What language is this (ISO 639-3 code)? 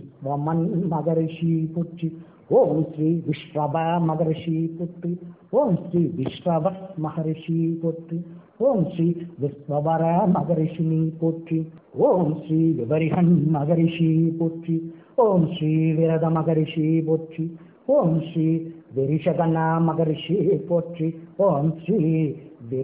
tam